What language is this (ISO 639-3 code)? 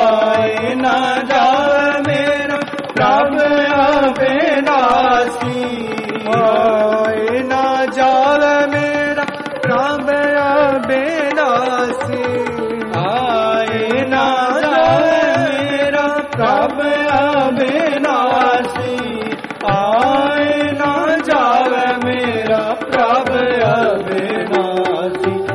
hin